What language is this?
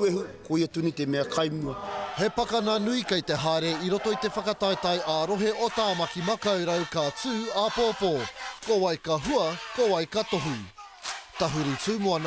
Māori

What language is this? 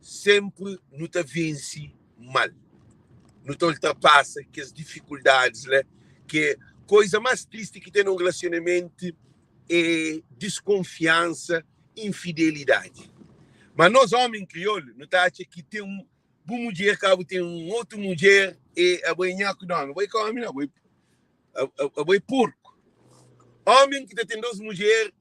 Kabuverdianu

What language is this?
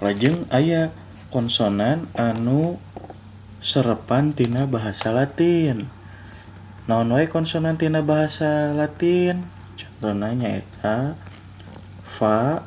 Sundanese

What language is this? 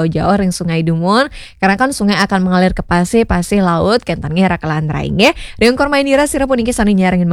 Balinese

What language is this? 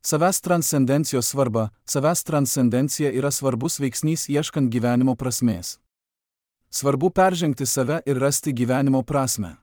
Lithuanian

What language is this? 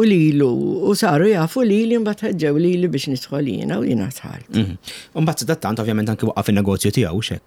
Maltese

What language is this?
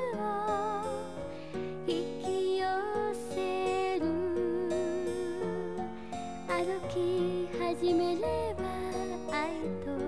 Japanese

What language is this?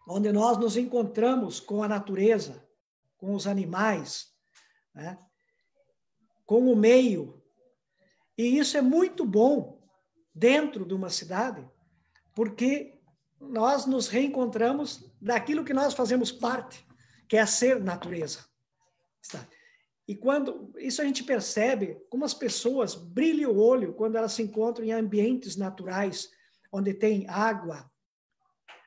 Portuguese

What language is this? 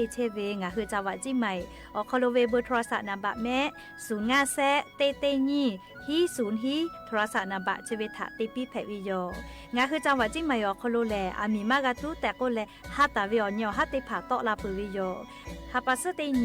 Lahu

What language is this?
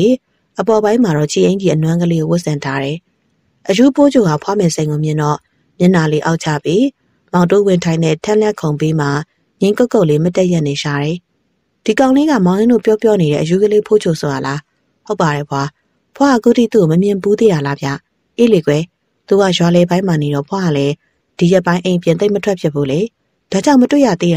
Burmese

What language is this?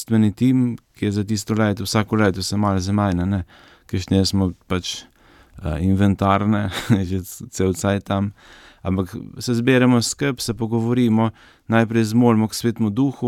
Slovenian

